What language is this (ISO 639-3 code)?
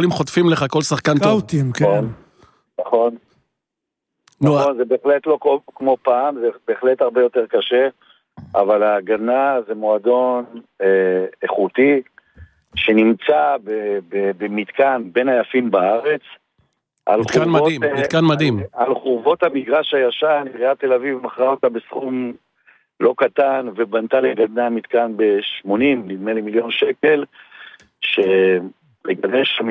heb